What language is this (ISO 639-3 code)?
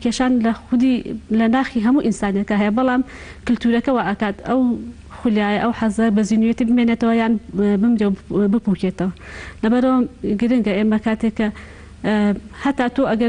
ckb